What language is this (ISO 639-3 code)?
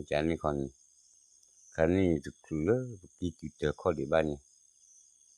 ksw